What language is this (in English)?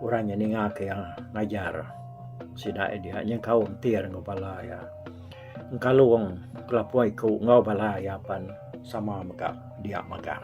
Iban